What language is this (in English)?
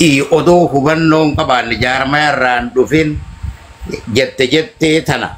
Oromo